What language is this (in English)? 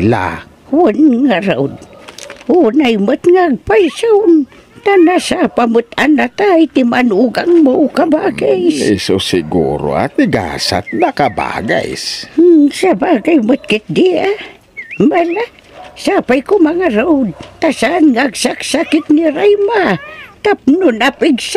Iloko